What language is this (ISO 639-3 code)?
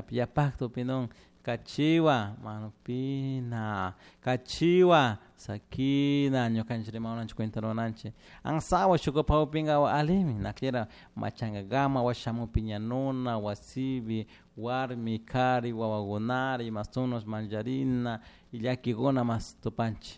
qug